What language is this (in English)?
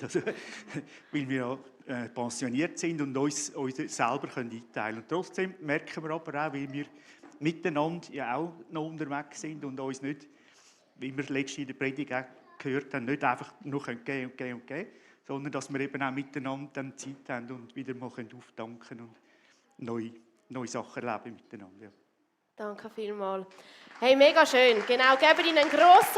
Swiss German